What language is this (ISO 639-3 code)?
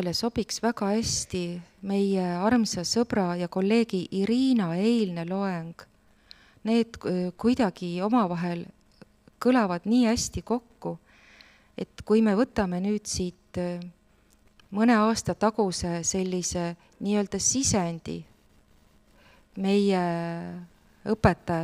est